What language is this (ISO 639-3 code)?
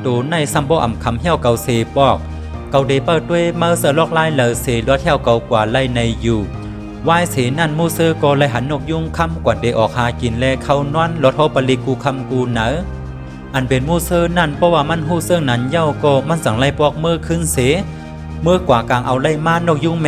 shn